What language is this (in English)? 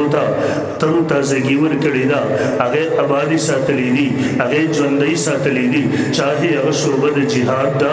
Pashto